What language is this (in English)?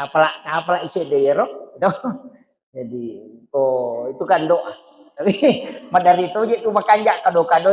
Buginese